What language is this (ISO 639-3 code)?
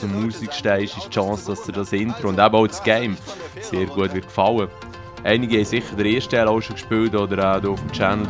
gsw